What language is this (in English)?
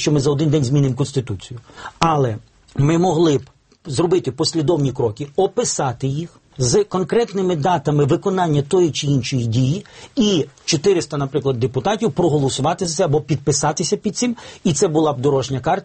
Ukrainian